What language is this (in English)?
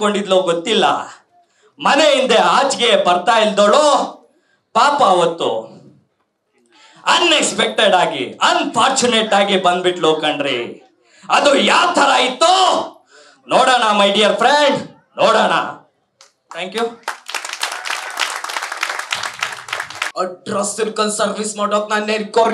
Kannada